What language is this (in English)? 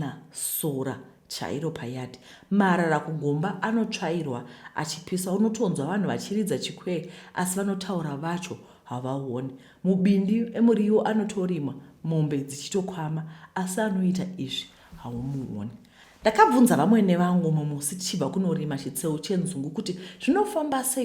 Shona